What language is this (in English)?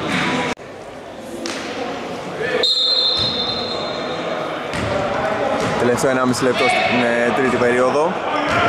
Greek